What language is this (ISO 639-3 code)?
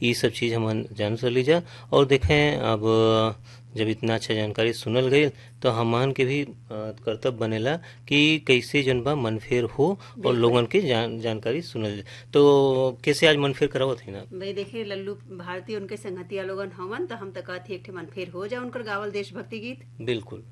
bho